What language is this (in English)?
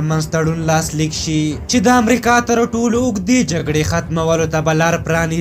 Pashto